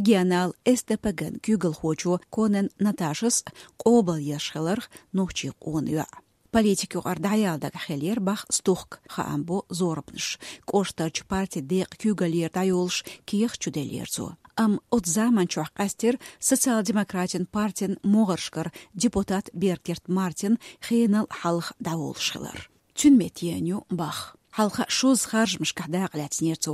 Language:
Chechen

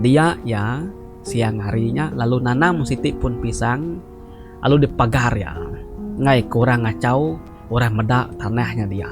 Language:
Iban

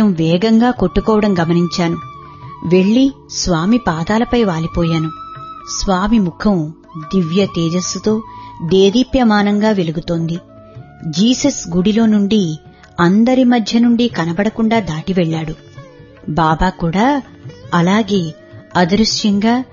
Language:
Telugu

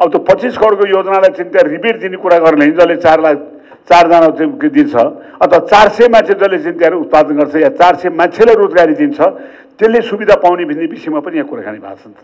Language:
Nepali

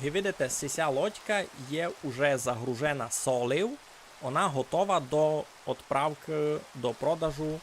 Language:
Rusyn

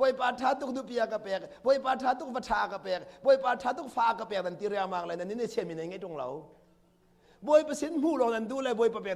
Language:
Hakha Chin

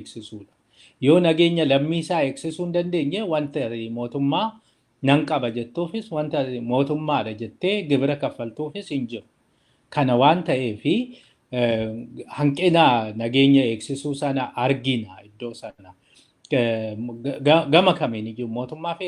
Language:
Oromo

